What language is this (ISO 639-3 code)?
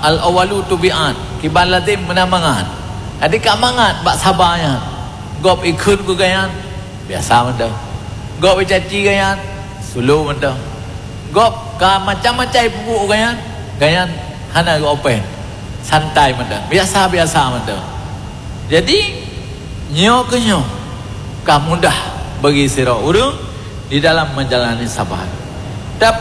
ace